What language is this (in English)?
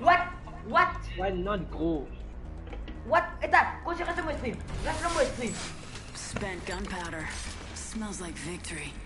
Morisyen